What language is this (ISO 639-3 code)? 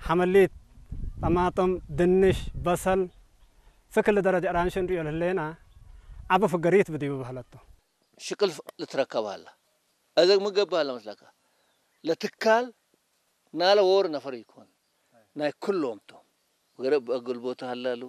tig